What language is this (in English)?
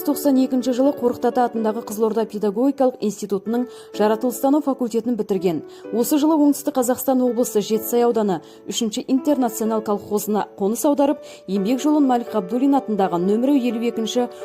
Kazakh